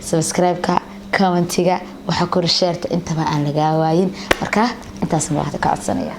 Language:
Somali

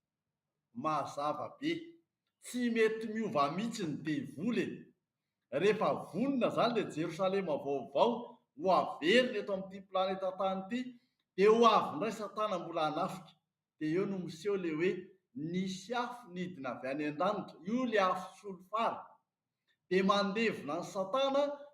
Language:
Malagasy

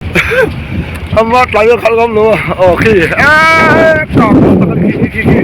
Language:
Mizo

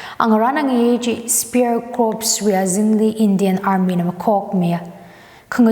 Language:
Tangkhul Naga (India)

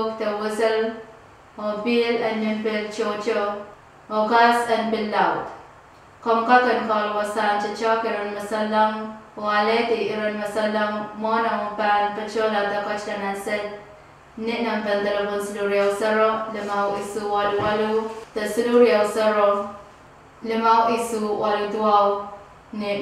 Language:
Pohnpeian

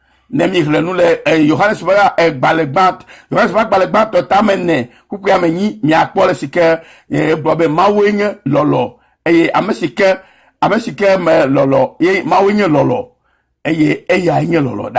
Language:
Ewe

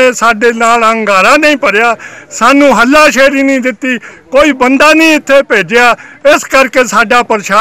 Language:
Punjabi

